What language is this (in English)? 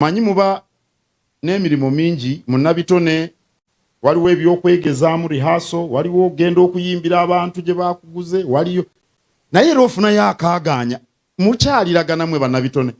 Ganda